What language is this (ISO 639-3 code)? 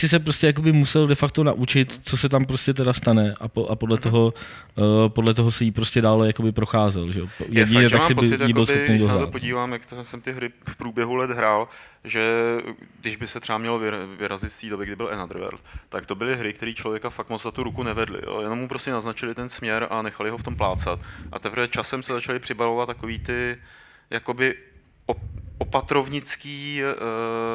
ces